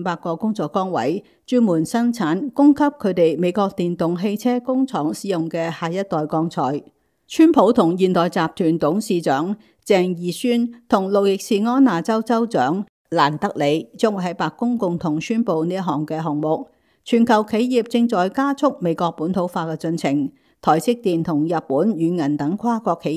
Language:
Cantonese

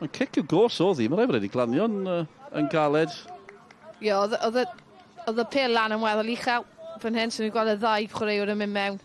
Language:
Welsh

